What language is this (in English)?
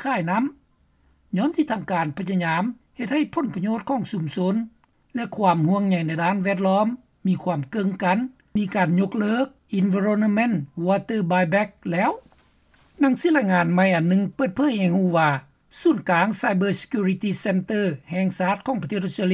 Lao